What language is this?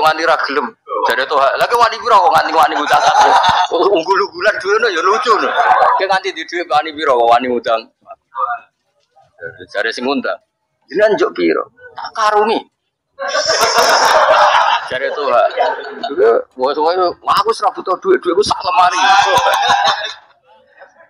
Javanese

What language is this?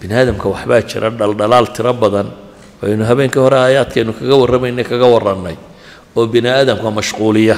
Somali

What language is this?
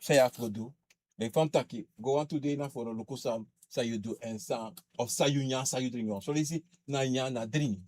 Sranan Tongo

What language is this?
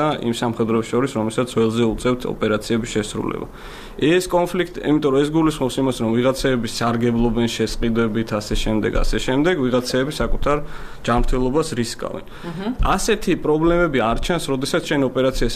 Georgian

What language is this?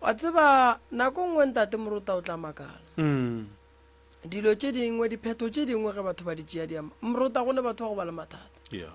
Northern Sotho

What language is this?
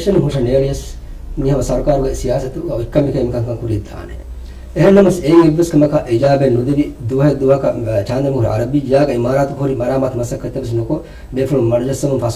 Divehi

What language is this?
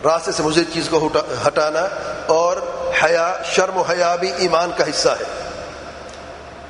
Urdu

